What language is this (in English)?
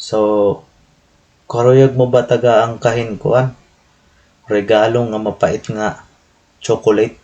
Waray